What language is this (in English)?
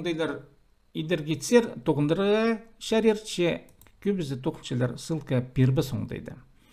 Khakas